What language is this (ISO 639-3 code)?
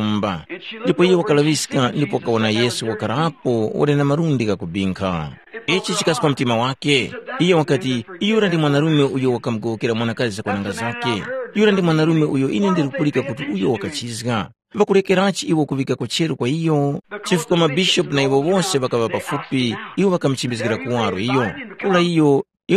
tum